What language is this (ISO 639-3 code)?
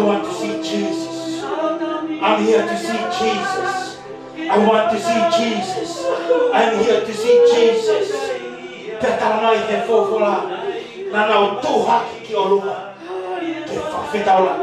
ton